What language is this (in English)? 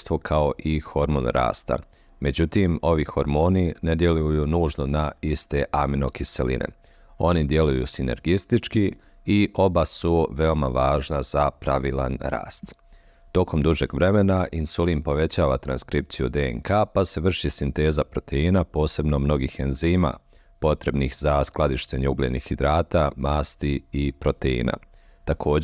Bosnian